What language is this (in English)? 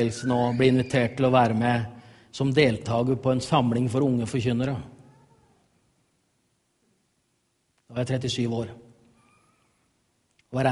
Norwegian